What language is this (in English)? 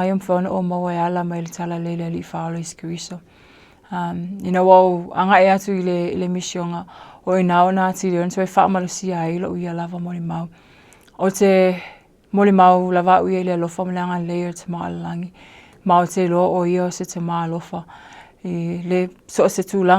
Samoan